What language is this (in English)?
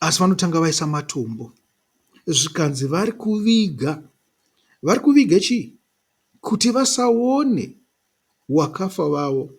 Shona